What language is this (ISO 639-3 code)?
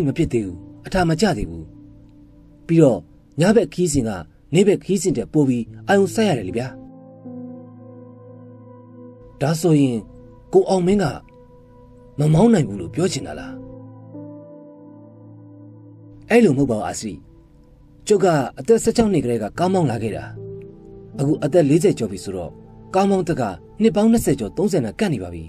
mya